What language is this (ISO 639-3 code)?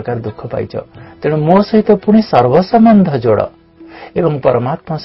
ori